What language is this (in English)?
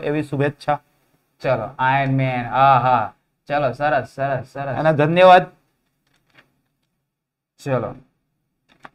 Gujarati